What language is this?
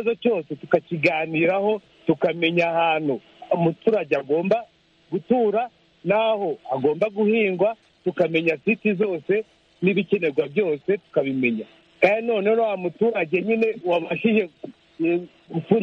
Kinyarwanda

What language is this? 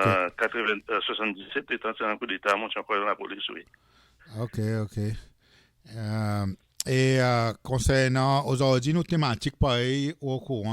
Seselwa Creole French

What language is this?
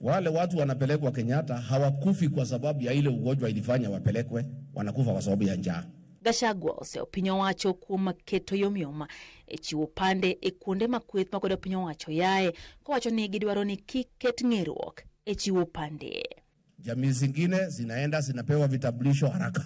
Luo (Kenya and Tanzania)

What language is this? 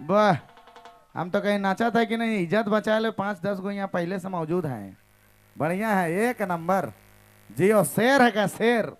Sadri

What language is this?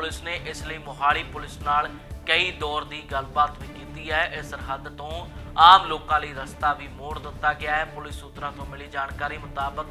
Punjabi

